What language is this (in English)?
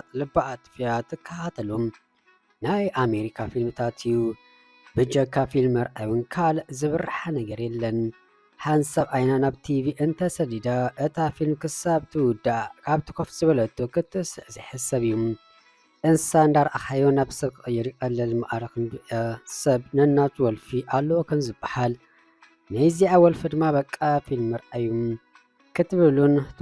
Tigrinya